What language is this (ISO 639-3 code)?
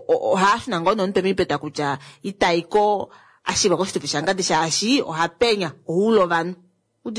kua